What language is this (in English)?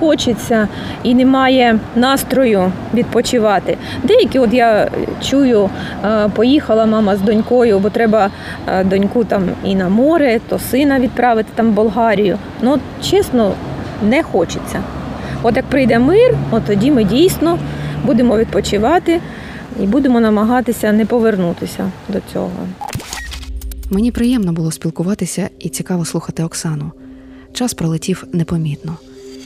Ukrainian